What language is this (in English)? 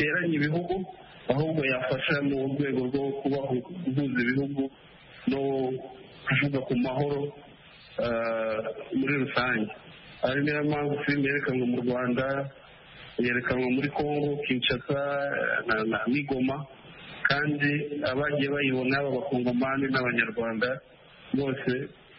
Kinyarwanda